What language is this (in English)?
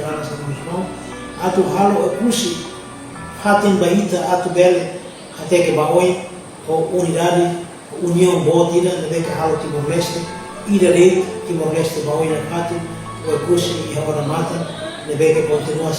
Tetum